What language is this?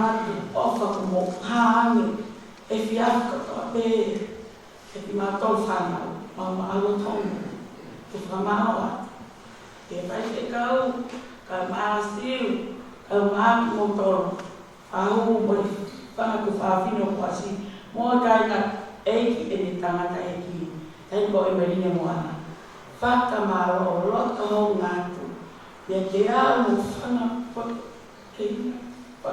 Tongan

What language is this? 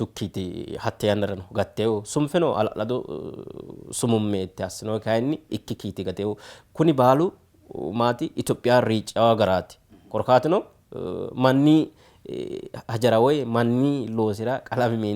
Sidamo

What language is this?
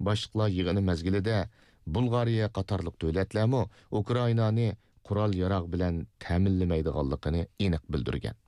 Uyghur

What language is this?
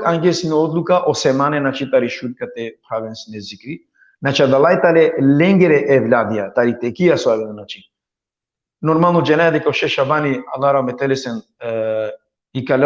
Balkan Romani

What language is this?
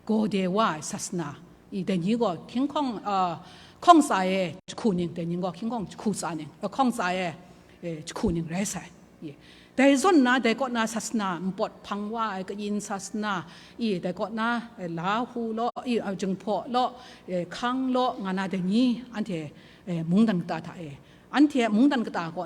Kachin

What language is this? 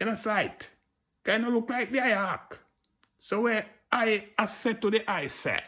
Jamaican Creole English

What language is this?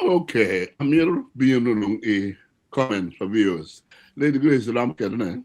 Acoli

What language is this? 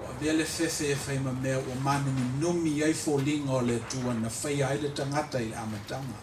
Samoan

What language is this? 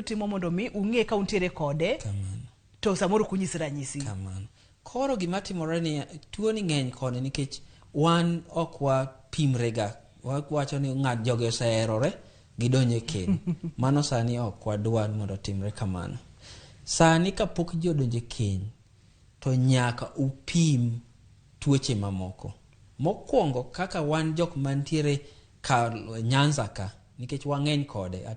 Luo (Kenya and Tanzania)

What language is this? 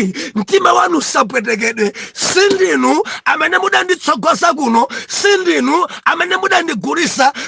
Nyanja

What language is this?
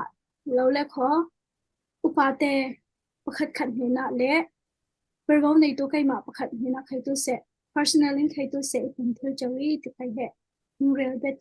Falam Chin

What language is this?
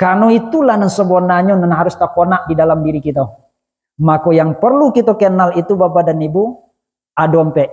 Minangkabau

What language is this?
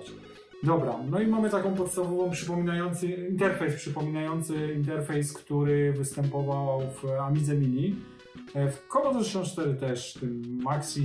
Polish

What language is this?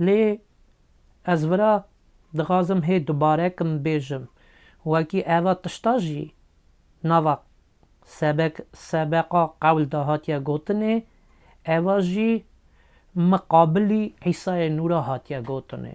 Kurdish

